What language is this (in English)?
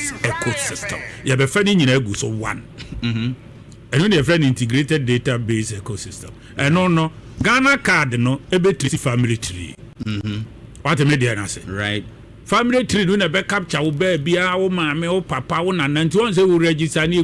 Akan